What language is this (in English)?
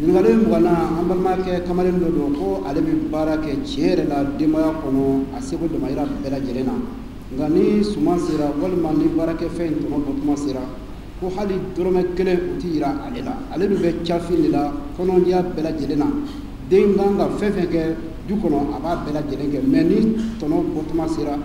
Bambara